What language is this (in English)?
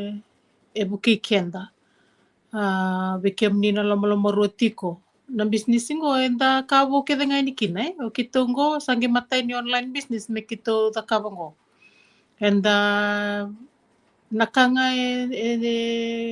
Fijian